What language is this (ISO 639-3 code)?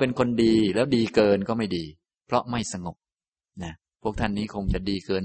tha